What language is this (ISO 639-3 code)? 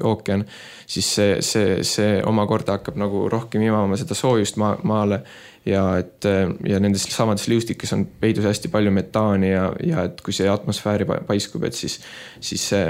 est